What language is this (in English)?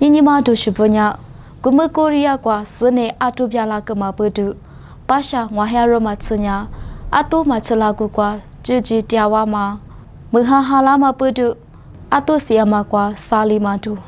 Lisu